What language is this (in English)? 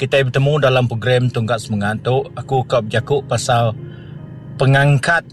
Iban